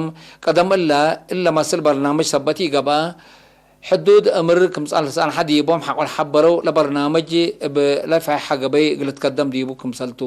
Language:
Tigre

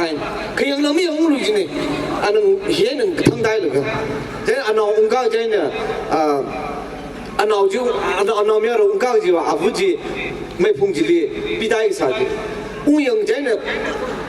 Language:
Tangkhul Naga (India)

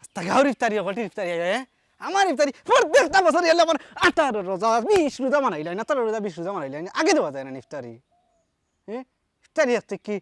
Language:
Sylheti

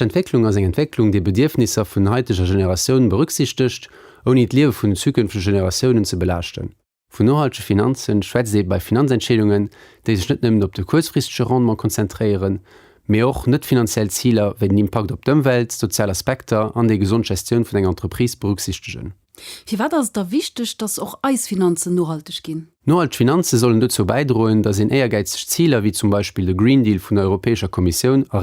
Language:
Luxembourgish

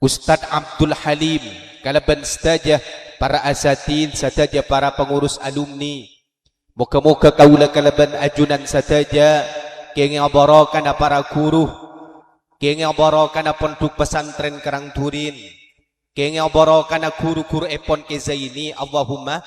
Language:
Madurese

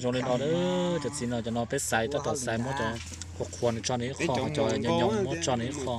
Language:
Hmong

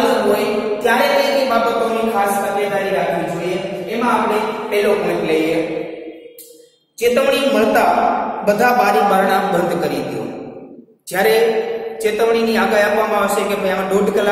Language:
Gujarati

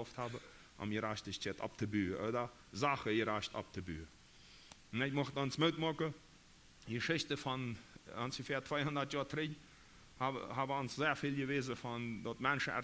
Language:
Plautdietsch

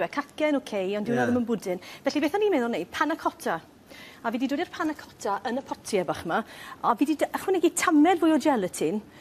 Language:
Welsh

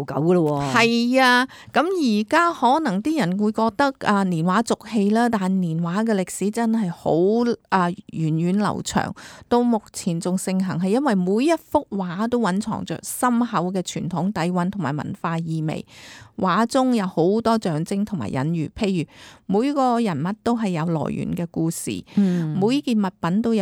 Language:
Cantonese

